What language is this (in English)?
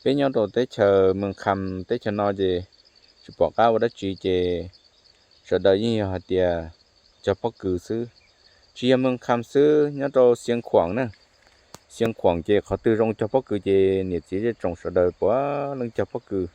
Hmong